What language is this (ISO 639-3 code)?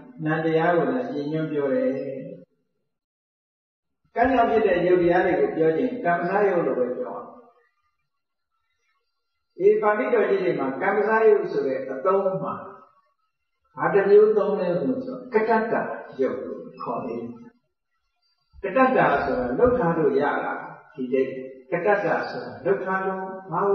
mya